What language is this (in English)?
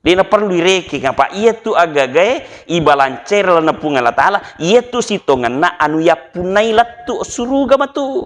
Buginese